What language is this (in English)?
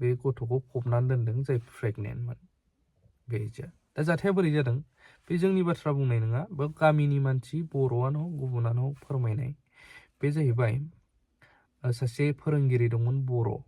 Bodo